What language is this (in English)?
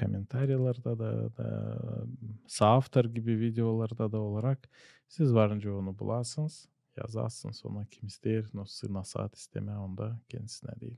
Gagauz